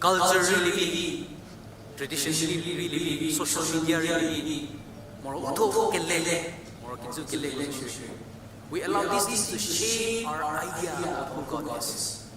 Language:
Angami Naga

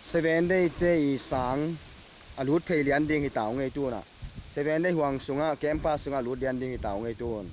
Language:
Tedim Chin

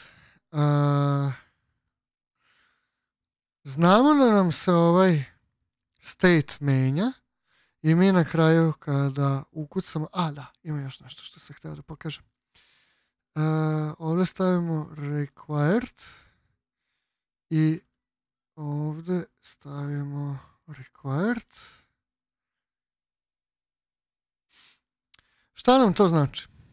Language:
Serbian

